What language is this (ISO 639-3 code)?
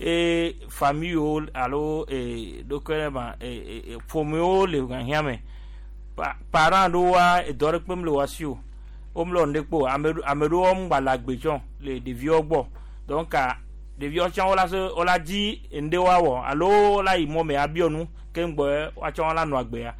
gej